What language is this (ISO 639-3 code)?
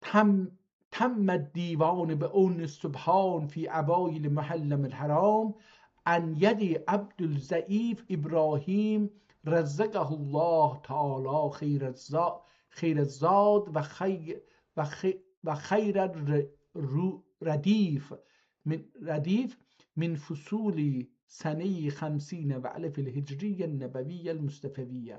azb